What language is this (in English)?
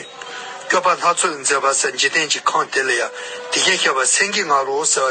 Tibetan